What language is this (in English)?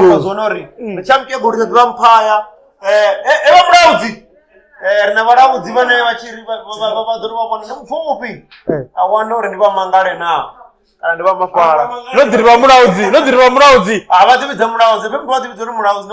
Venda